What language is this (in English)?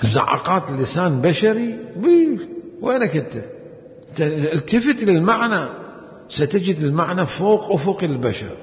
Mesopotamian Arabic